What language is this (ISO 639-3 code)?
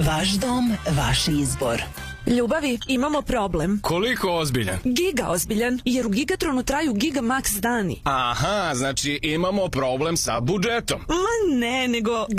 srp